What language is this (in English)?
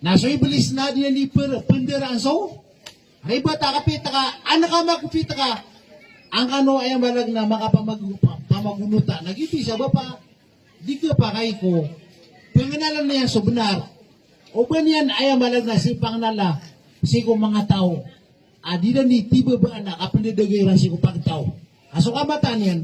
Maranao